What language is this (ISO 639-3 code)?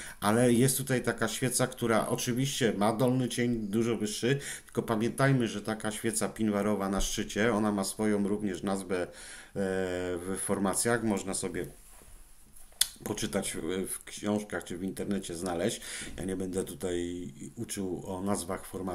pol